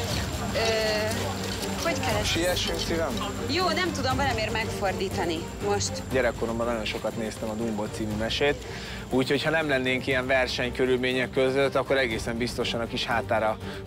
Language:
Hungarian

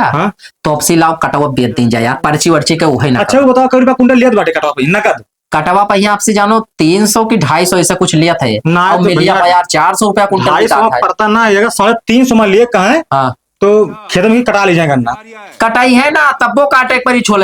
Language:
Awadhi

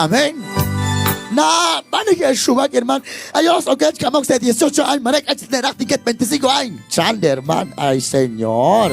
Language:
Kekchí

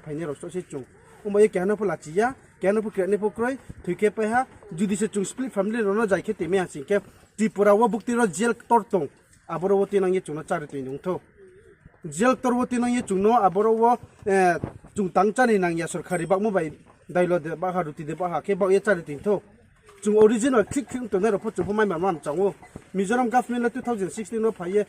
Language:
Riang (India)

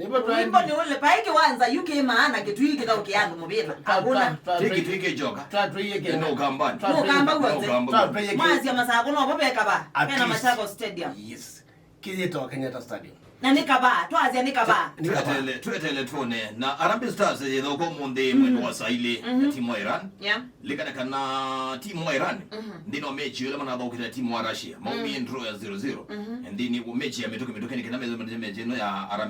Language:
Kamba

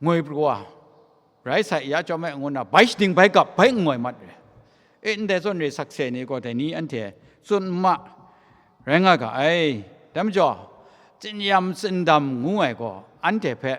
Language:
Kachin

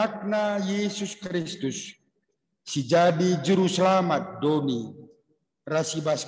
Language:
Batak Karo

